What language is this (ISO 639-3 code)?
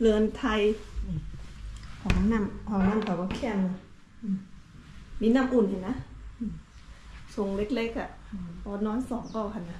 shn